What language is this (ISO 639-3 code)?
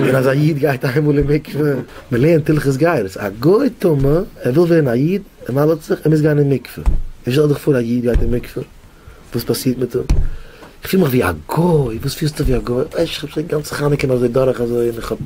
yid